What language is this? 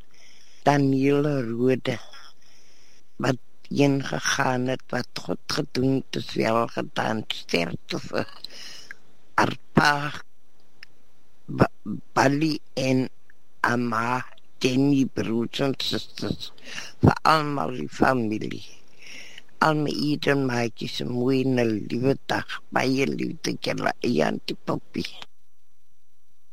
Afrikaans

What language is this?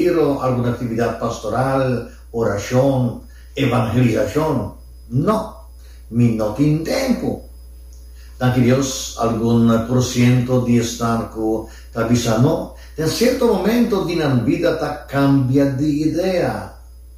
Papiamento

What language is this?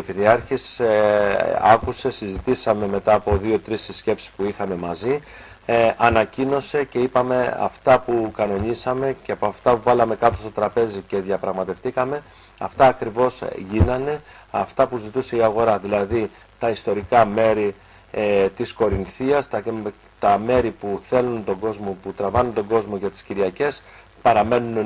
Greek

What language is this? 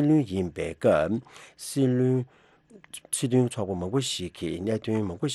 Tibetan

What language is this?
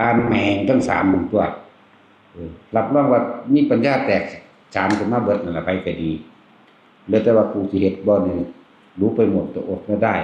Northeastern Thai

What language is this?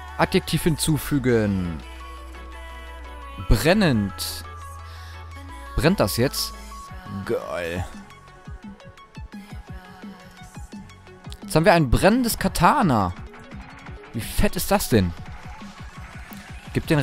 German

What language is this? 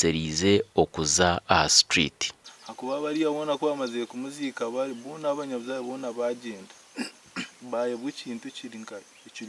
Nyankole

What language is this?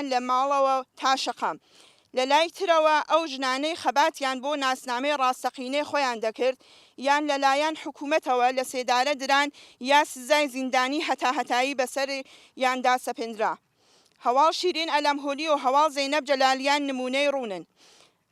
Central Kurdish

